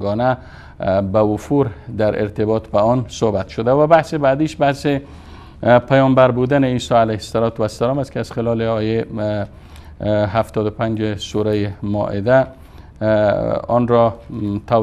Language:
Persian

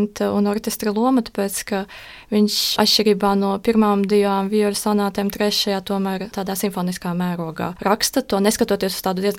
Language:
Latvian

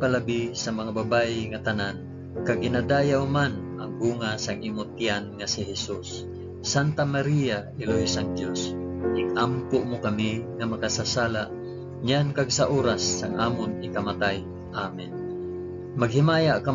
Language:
Hiligaynon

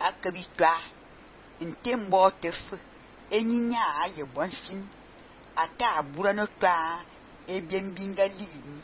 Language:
Fang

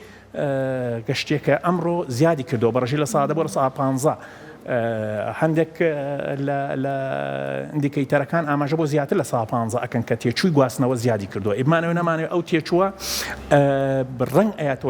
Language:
Central Kurdish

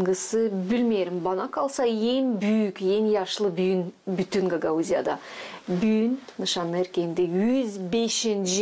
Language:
Gagauz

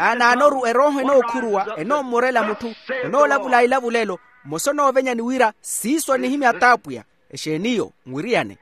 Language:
Makhuwa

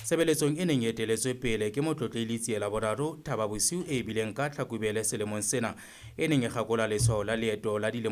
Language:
Southern Sotho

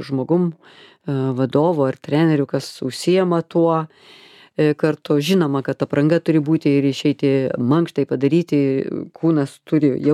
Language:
Lithuanian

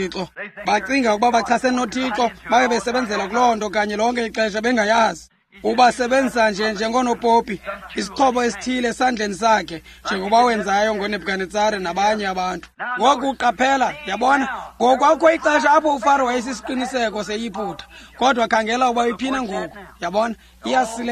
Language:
Xhosa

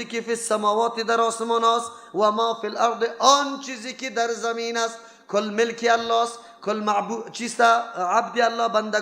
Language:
Persian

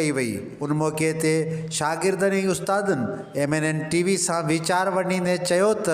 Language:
Sindhi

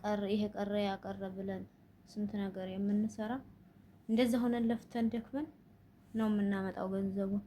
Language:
Amharic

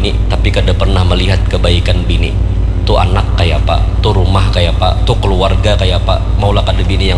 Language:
Banjar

